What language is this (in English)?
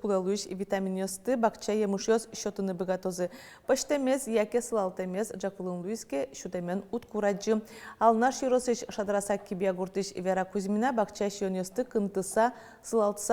Udmurt